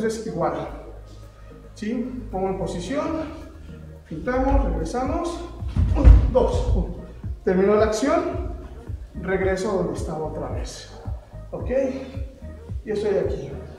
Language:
Spanish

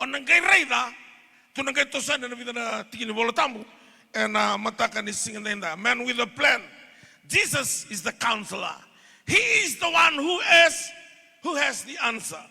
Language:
Fijian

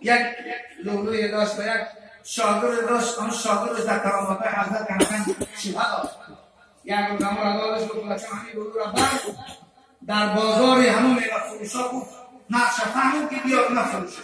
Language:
Tajik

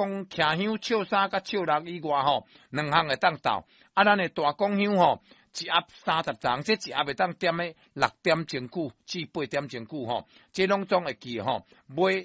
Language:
Min Nan Chinese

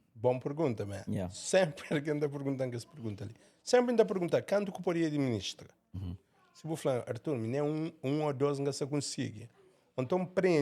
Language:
Kabuverdianu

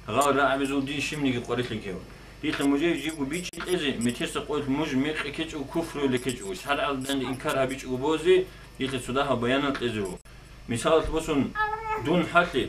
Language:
Avaric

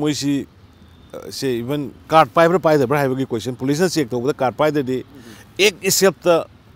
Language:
Manipuri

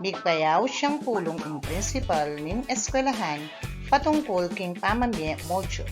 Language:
Pampanga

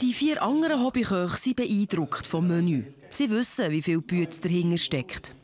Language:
Swiss German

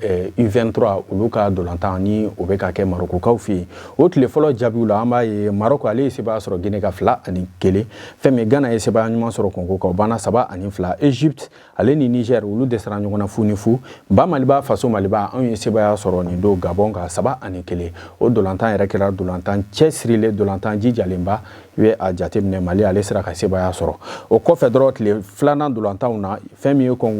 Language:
Bambara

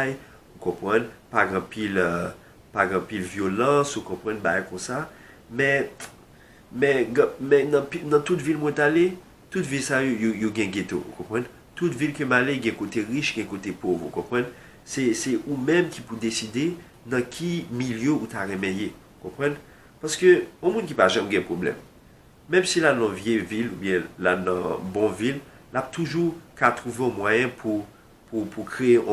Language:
Haitian Creole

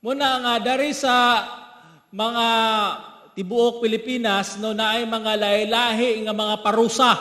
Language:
Cebuano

